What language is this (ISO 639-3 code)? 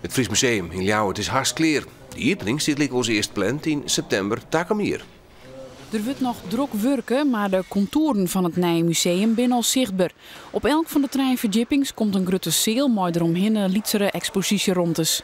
fry